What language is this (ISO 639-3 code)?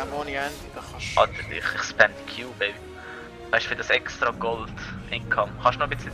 gsw